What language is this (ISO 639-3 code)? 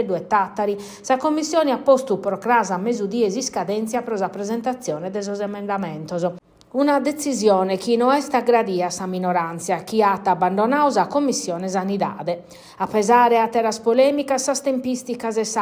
srd